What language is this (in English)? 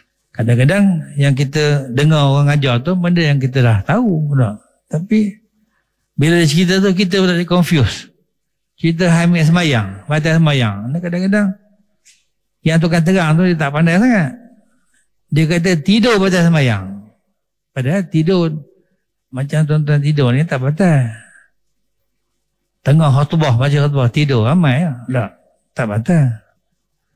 Malay